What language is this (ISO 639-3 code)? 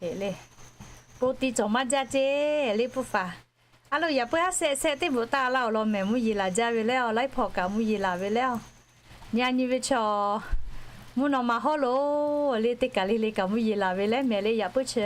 lhu